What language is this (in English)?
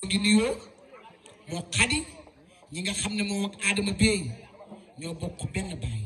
Wolof